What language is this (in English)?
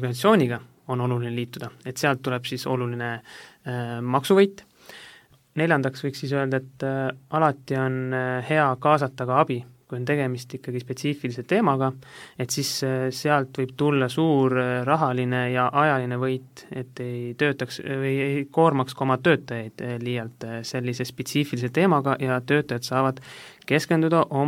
Estonian